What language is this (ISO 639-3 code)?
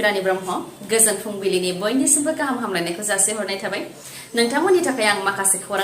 brx